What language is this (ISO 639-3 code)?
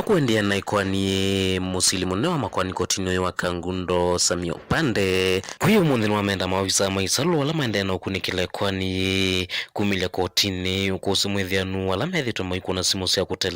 kam